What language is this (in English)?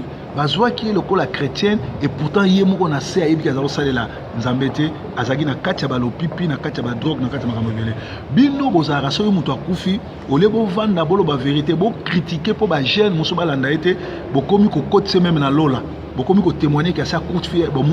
Lingala